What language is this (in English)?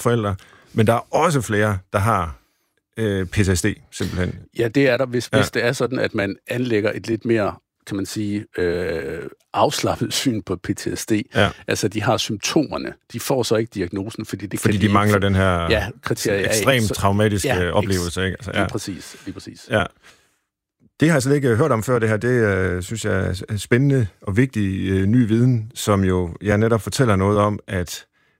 Danish